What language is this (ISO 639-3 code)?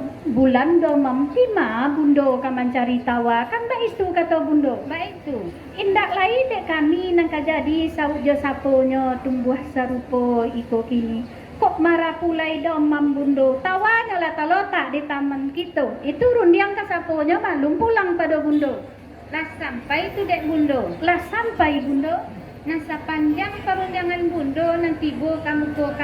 min